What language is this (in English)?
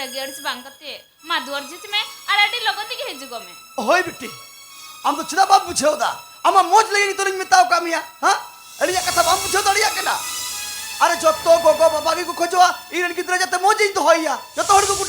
Santali